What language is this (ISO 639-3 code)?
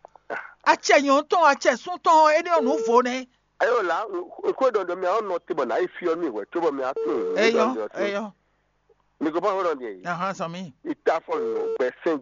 fon